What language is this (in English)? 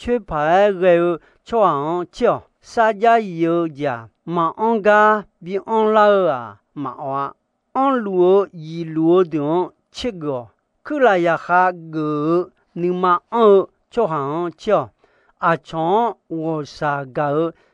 Akha